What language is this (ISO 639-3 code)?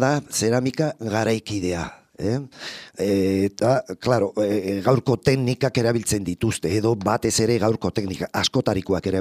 eus